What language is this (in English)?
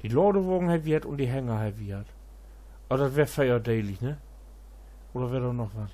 Low German